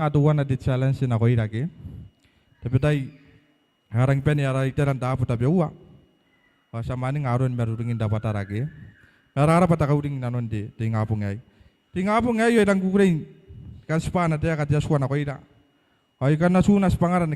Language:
Gilbertese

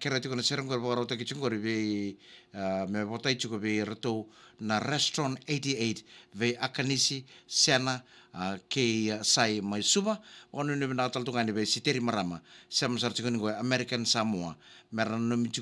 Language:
Fijian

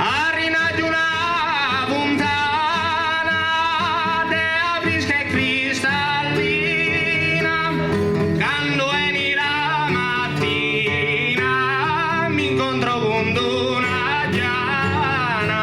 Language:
Sardinian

